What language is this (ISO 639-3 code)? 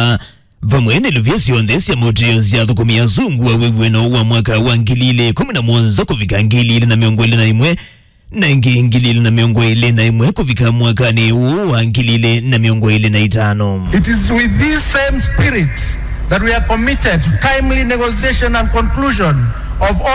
kam